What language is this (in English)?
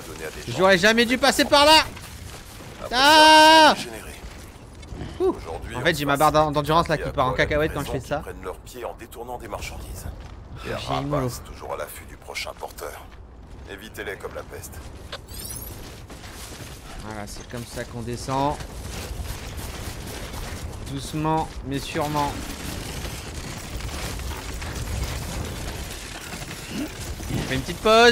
French